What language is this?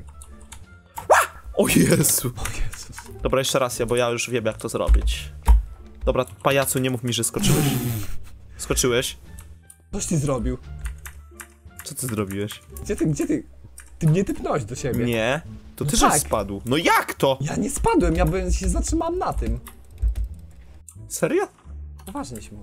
Polish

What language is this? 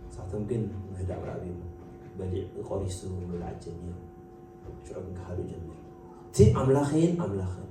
Tigrinya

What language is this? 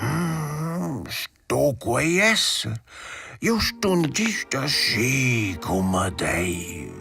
Romansh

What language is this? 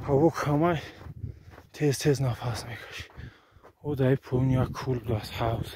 Tajik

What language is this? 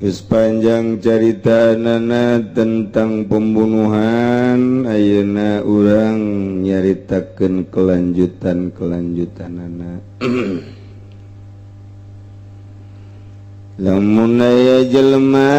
Sundanese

